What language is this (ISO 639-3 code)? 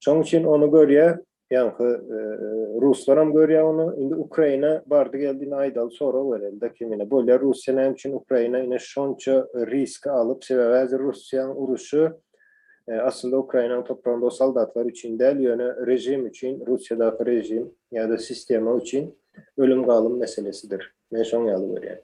tuk